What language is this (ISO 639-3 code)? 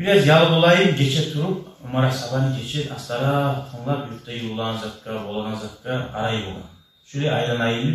kum